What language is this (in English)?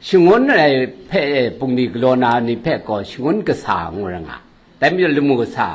Kachin